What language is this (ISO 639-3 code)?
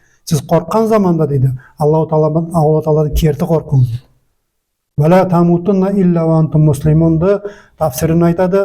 nog